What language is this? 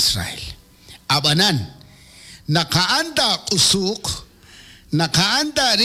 Kekchí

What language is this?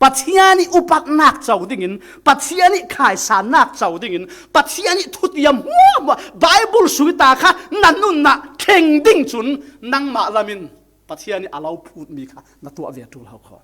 Falam Chin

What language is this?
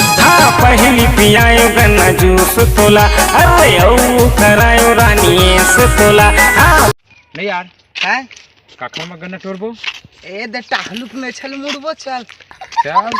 Chhattisgarhi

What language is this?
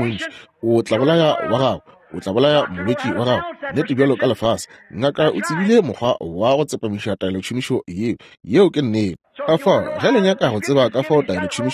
Northern Sotho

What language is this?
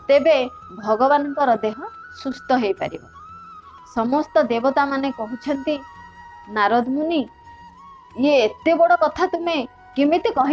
Odia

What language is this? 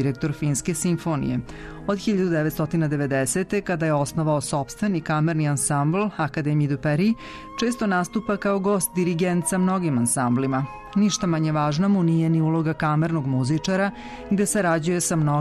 Serbian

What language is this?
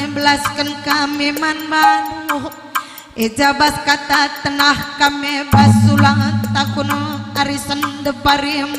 Batak Karo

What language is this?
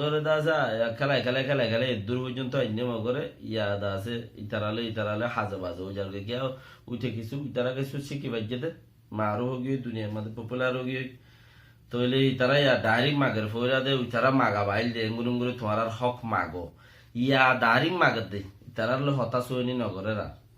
Rohingya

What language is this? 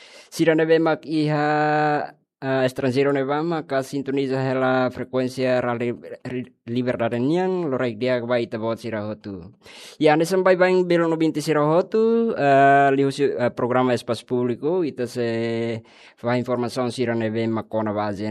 Tetum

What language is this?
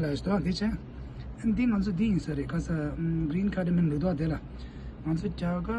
Tibetan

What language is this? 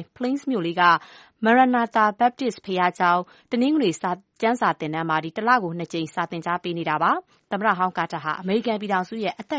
Burmese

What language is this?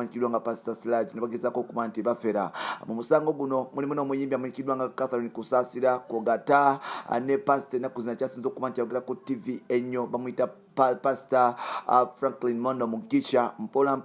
Ganda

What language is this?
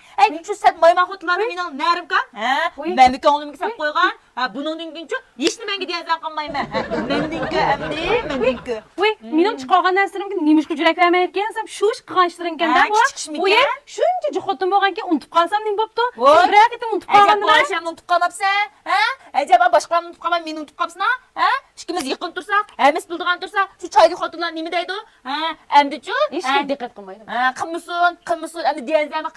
Uyghur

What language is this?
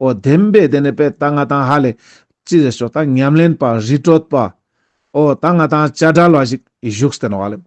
Ladakhi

